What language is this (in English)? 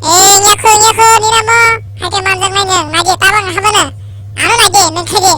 Kok Borok